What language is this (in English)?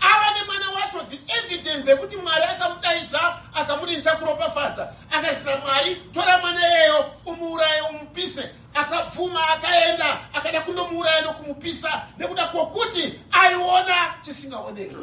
Shona